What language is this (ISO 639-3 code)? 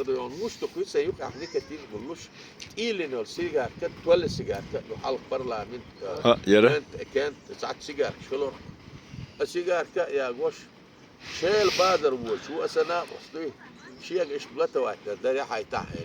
che